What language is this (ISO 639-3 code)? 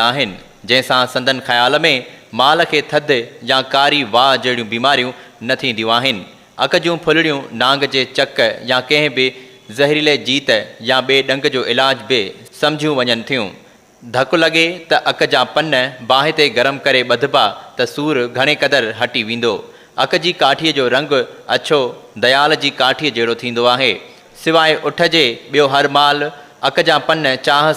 snd